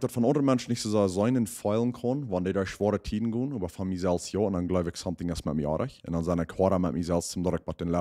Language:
Plautdietsch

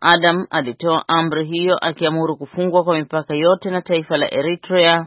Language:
Swahili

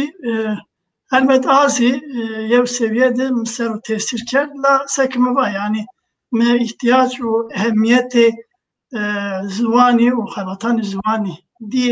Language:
Zaza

